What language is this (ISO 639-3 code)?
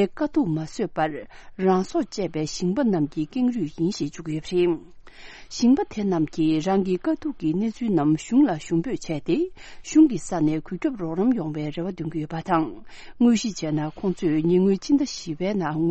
bod